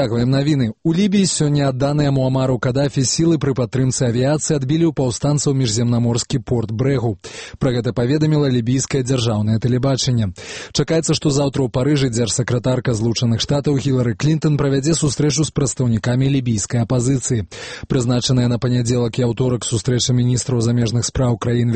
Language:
Belarusian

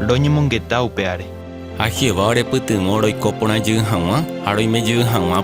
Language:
Guarani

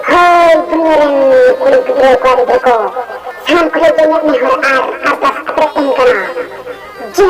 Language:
Santali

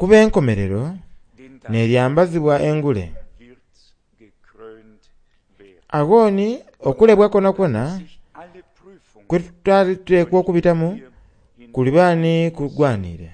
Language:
Soga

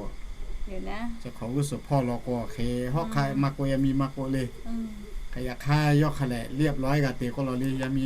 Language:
Lahu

